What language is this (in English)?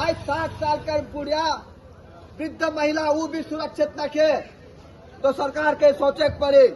Sadri